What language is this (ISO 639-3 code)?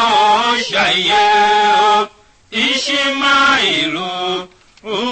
tiv